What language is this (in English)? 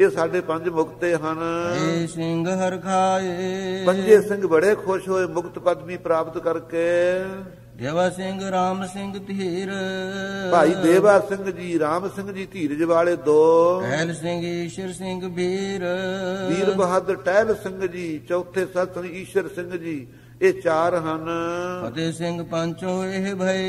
Punjabi